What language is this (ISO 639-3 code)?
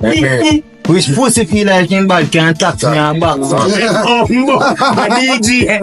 jam